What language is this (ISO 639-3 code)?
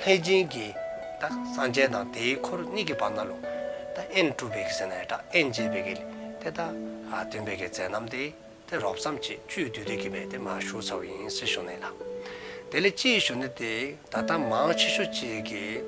dzo